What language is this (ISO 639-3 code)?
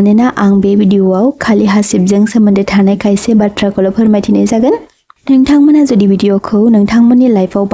brx